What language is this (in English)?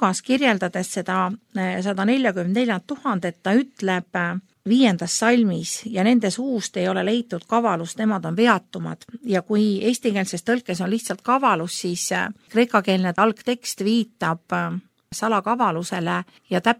Estonian